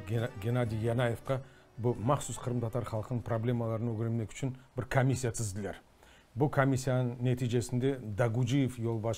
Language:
Crimean Tatar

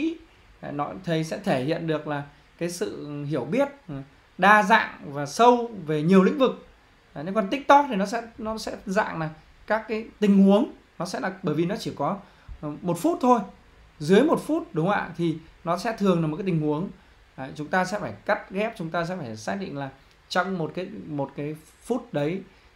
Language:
Vietnamese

